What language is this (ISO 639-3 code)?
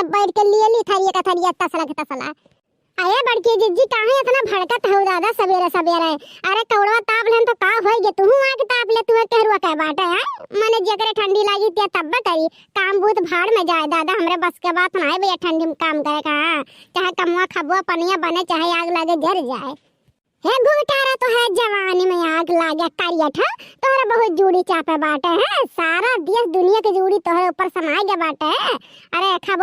awa